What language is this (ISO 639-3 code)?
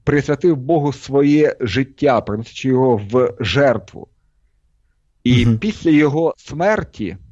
ukr